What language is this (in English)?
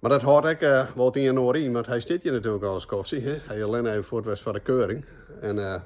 Western Frisian